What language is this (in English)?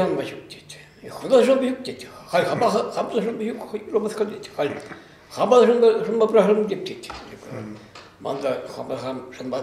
Chuvash